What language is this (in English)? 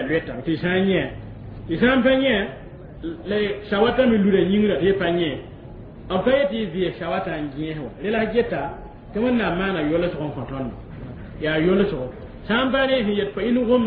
Mossi